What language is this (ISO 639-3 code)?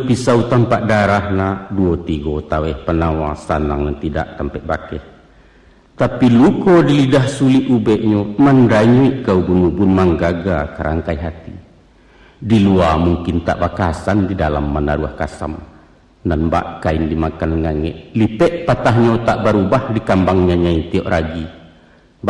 min